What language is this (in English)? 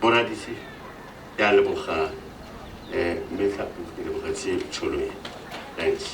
Tswana